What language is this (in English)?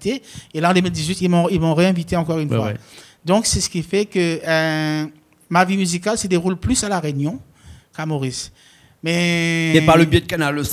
Réunion Creole French